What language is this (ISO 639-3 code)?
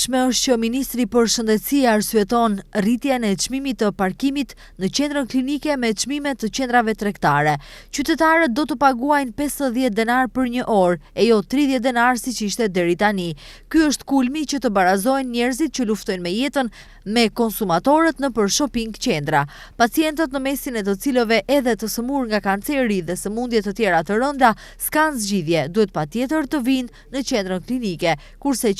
sqi